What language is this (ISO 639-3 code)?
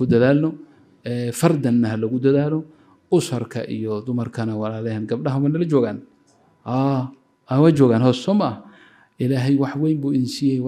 som